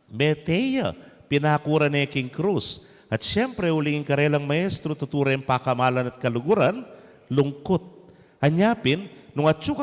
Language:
Pampanga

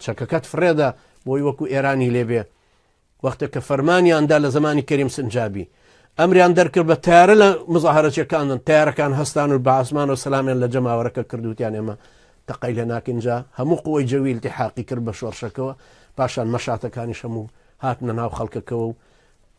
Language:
Central Kurdish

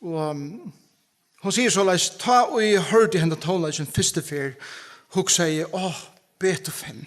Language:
Faroese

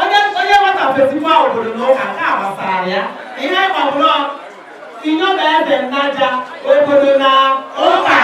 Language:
Igbo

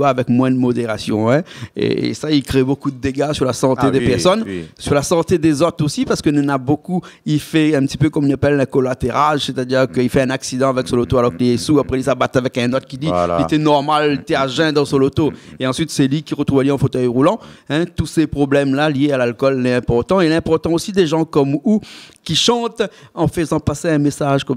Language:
Réunion Creole French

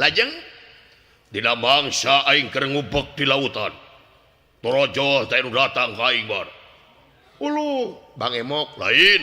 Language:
Sundanese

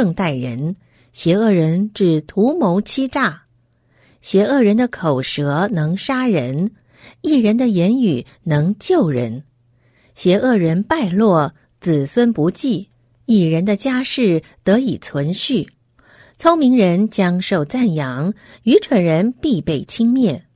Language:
Chinese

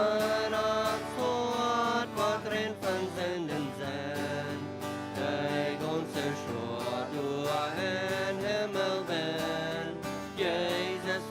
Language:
Plautdietsch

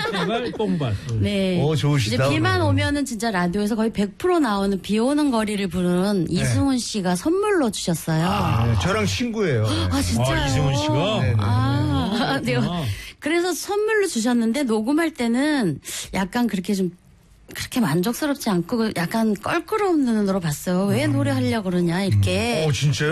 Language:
Korean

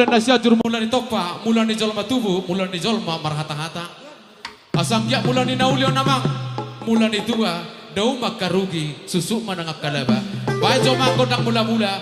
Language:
Batak Toba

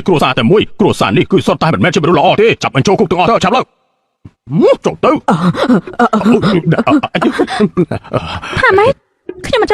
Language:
Khmer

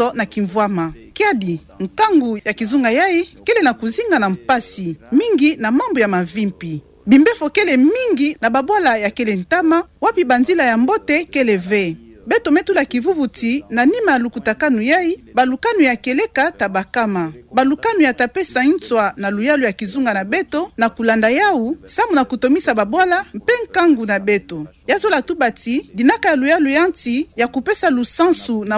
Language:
Kituba (Democratic Republic of Congo)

